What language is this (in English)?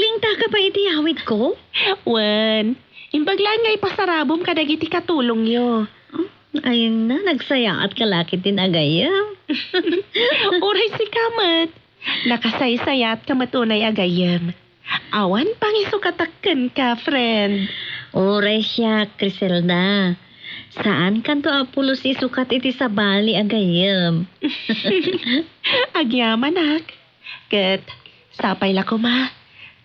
Iloko